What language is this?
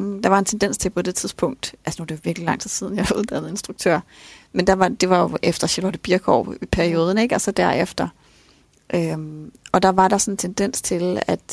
Danish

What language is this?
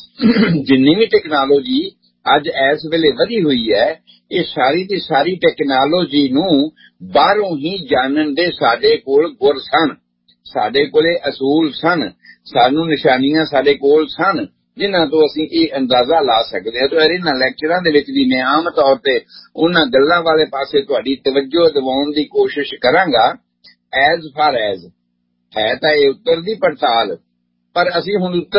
Punjabi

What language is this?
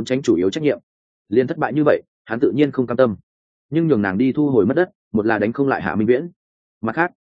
Vietnamese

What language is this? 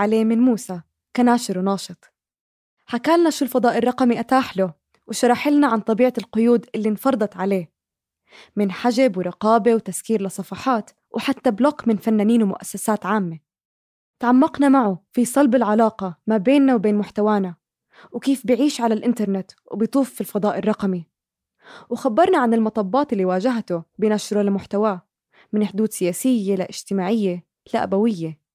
North Levantine Arabic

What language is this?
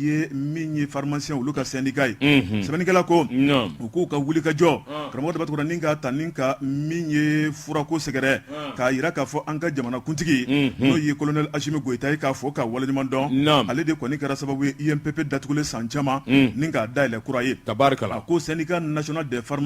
Bambara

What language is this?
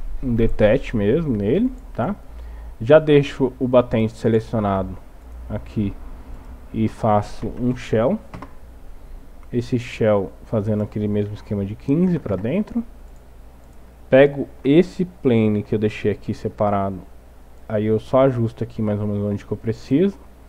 Portuguese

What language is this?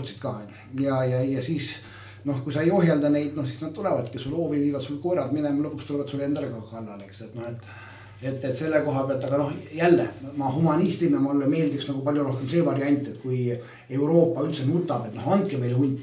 Estonian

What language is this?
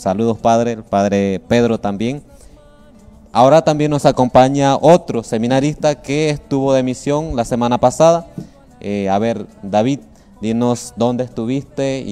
Spanish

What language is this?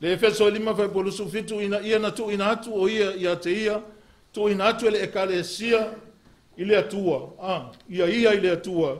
Samoan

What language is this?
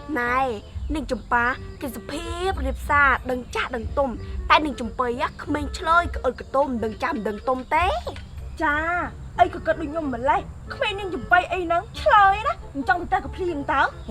Khmer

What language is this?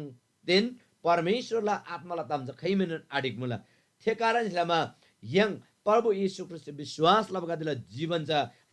Eastern Tamang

